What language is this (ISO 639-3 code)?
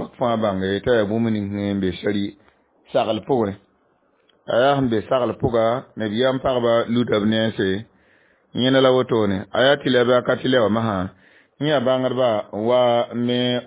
mos